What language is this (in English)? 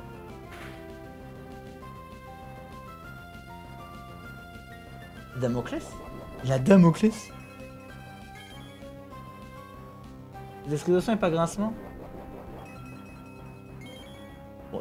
French